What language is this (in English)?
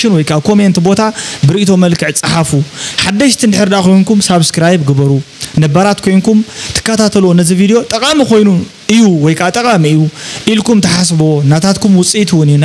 Tigrinya